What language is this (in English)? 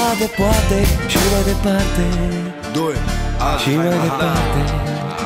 Romanian